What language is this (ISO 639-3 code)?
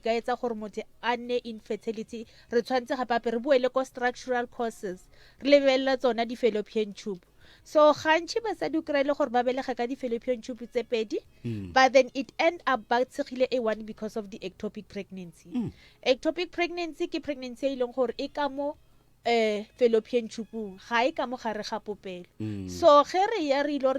nso